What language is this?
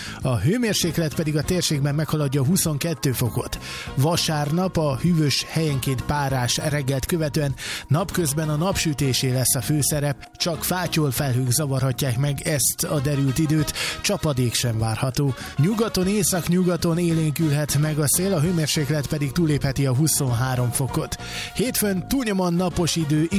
Hungarian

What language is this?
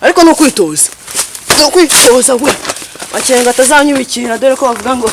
Kinyarwanda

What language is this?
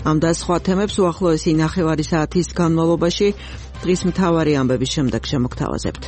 Georgian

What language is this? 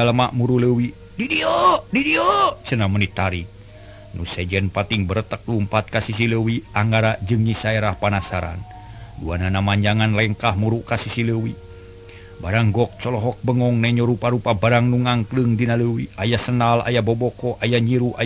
Sundanese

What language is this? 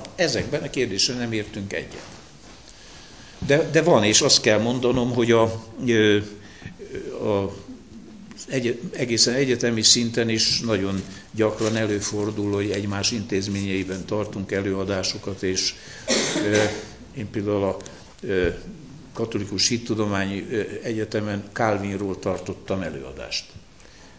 Hungarian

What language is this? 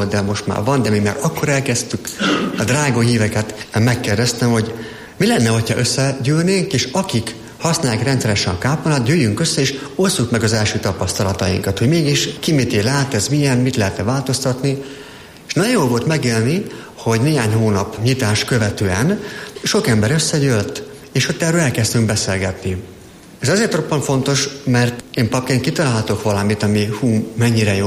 Hungarian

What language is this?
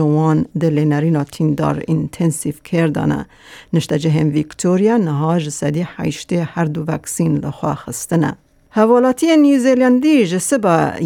Kurdish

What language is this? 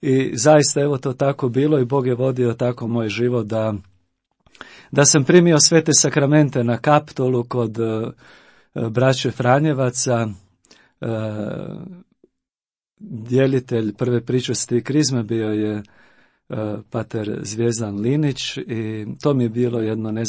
Croatian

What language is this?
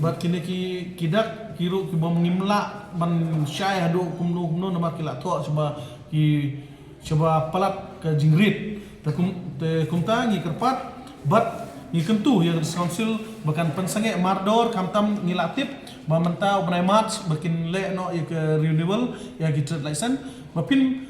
Khasi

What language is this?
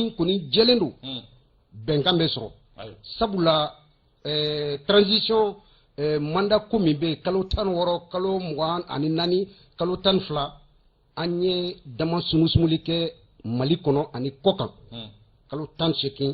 Bambara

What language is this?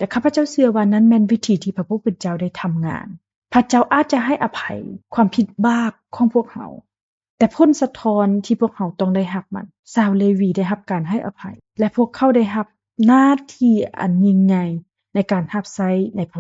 Lao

